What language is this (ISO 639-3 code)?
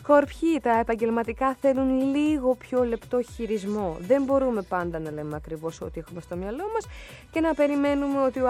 ell